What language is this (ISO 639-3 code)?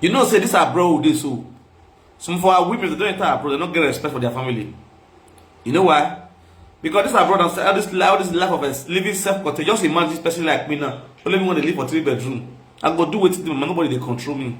pcm